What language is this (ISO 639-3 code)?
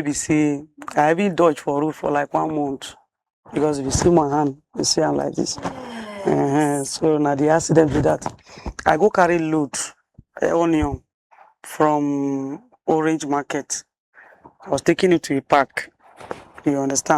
pcm